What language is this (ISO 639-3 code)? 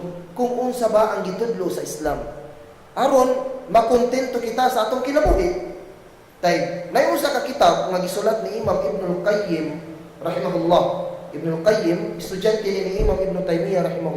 ceb